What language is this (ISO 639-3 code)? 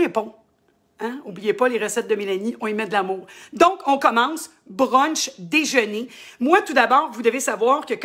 fra